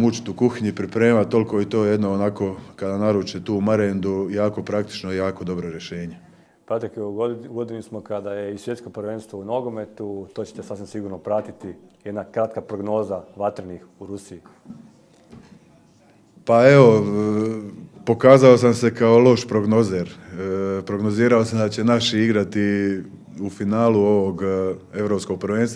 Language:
Croatian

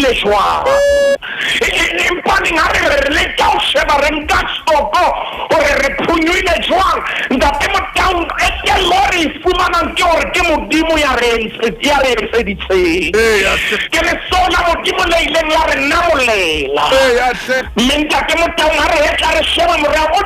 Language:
Southern Sotho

